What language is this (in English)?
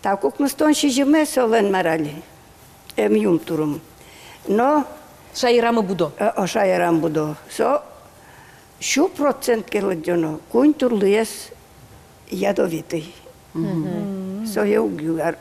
Udmurt